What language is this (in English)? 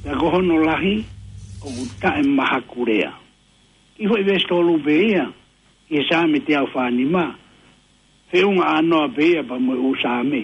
Tongan